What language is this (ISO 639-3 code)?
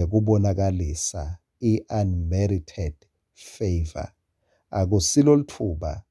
ssw